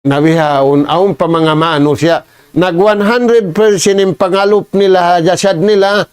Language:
Tausug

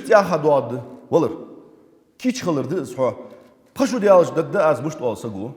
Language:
Ingush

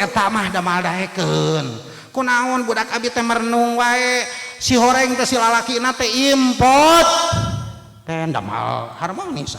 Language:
Sundanese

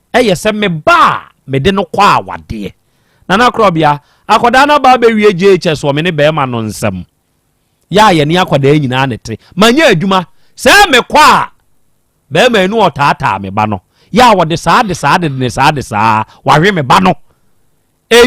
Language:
Akan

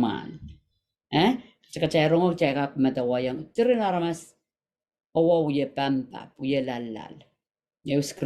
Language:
Pohnpeian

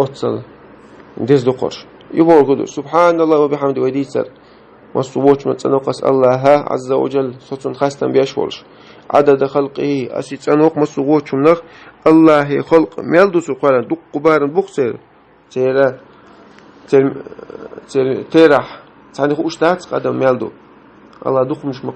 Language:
Chechen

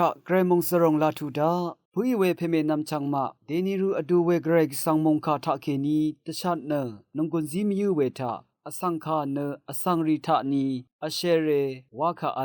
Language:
Rawang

